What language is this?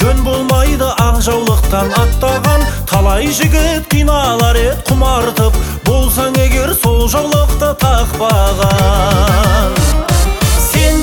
Kazakh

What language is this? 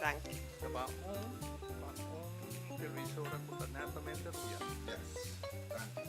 Papiamento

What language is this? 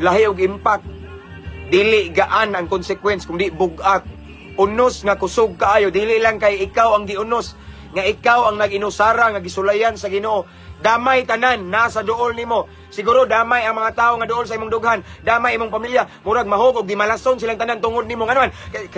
Cebuano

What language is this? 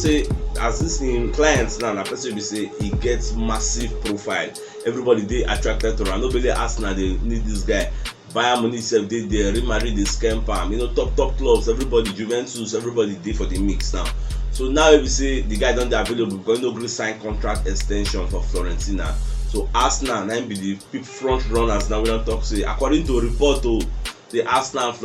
Nigerian Pidgin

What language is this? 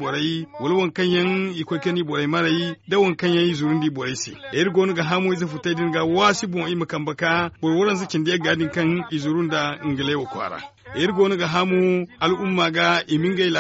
Zarma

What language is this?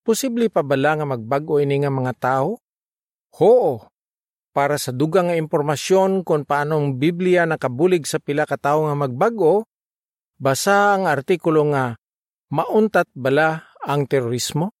Hiligaynon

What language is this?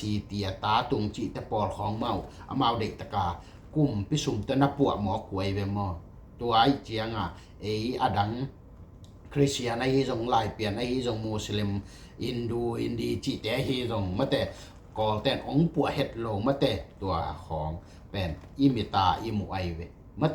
Tedim Chin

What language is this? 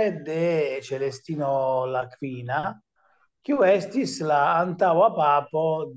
Esperanto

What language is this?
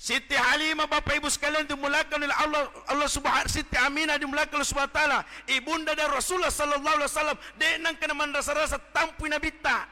Buginese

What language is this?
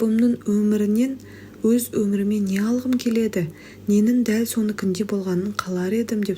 Kazakh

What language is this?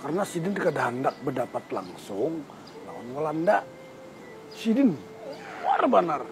Banjar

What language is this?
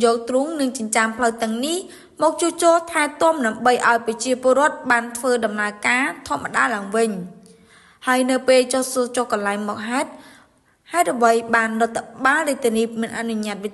Khmer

